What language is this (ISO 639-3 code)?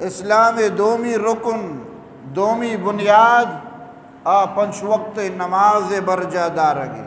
bgp